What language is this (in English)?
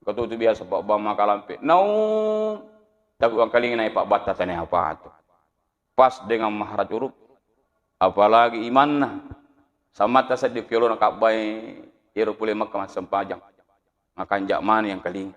Buginese